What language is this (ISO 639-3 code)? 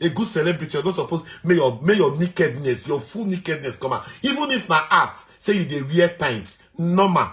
pcm